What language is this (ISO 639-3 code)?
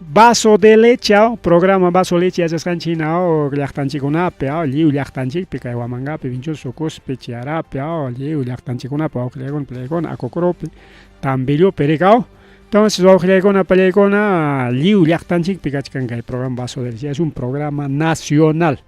quy